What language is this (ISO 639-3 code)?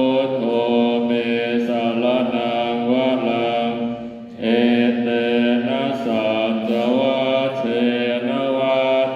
pli